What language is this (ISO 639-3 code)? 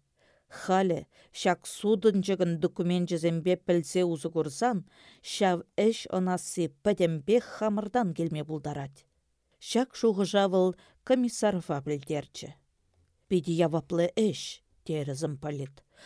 chv